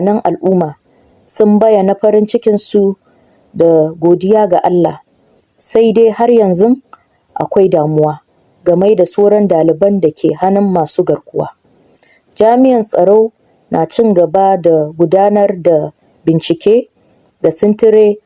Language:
Hausa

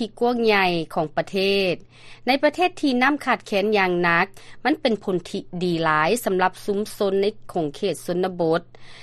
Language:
Lao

